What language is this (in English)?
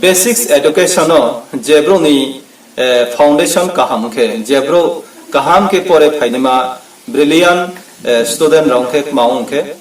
Riang (India)